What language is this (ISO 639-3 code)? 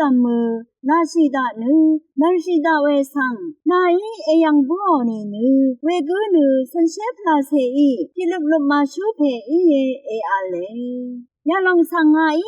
raw